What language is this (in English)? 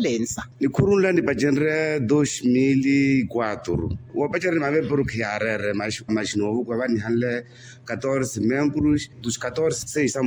Makhuwa